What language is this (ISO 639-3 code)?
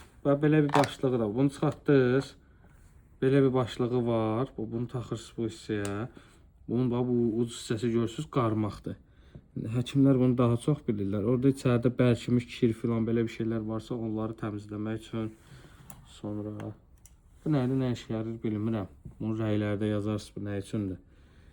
aze